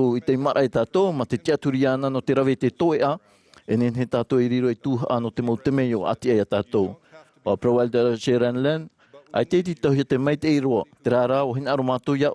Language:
Tahitian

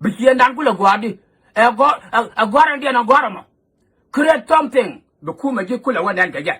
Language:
Nuer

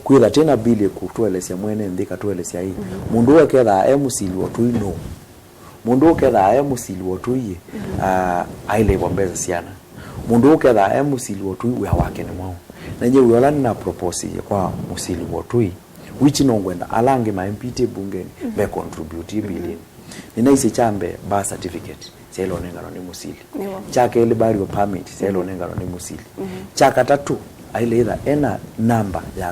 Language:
Kamba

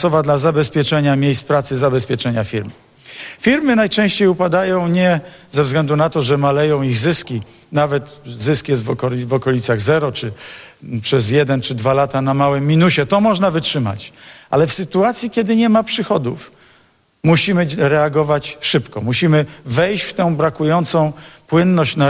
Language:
Polish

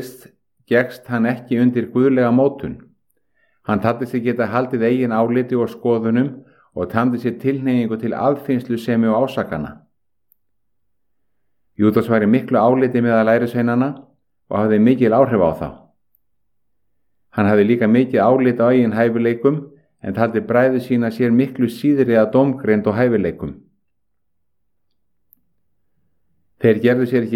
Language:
Icelandic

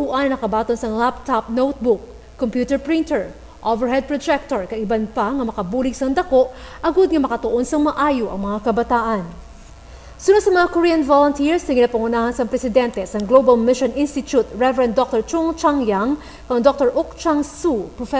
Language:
Hiligaynon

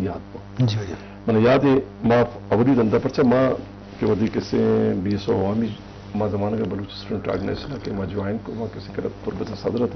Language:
Eastern Balochi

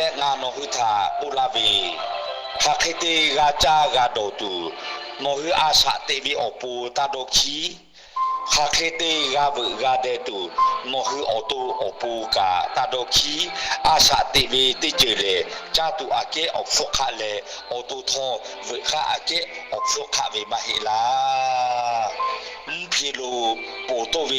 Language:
Lahu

